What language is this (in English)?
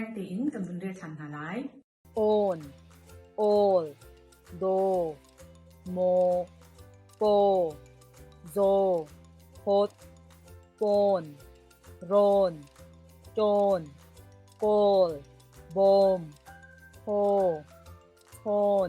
Hakha Chin